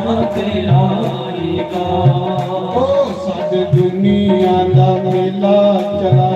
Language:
Dogri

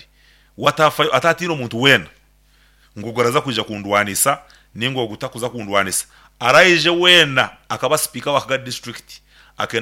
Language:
Nyankole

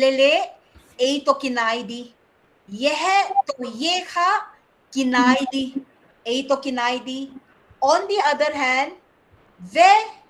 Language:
Paite Chin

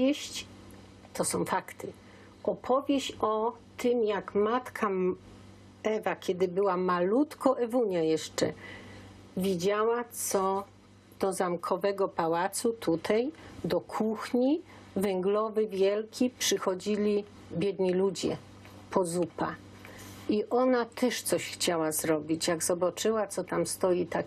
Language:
Silesian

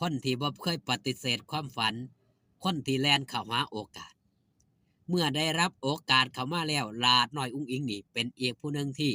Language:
Northeastern Thai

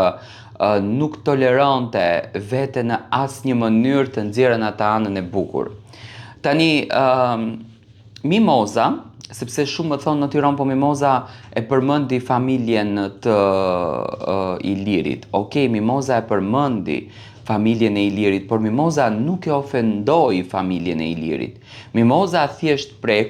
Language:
Albanian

